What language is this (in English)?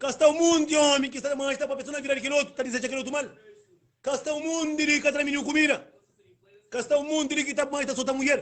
Kabuverdianu